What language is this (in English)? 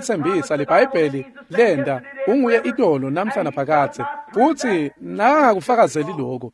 Swati